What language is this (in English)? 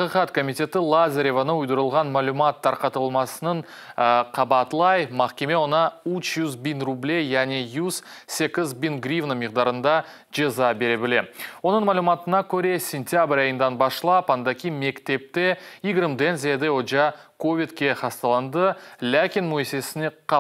Crimean Tatar